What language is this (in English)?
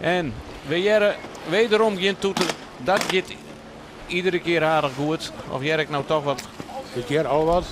Western Frisian